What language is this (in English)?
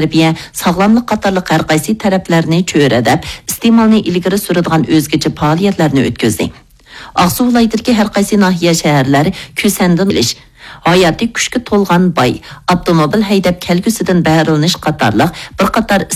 Uyghur